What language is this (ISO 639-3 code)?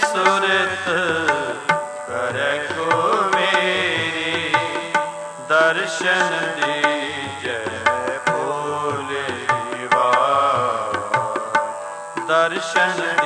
pan